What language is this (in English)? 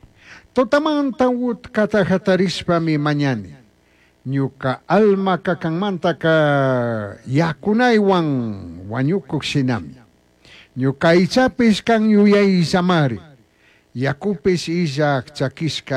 Chimborazo Highland Quichua